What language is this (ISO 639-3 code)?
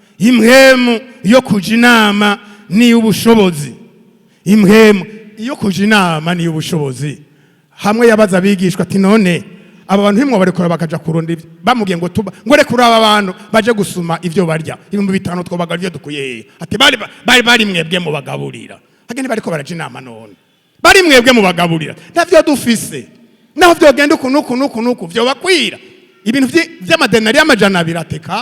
run